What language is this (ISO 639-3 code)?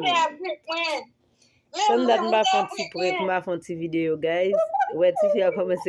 hat